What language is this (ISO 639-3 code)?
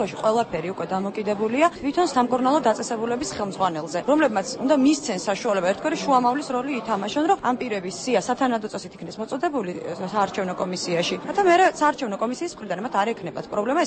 kat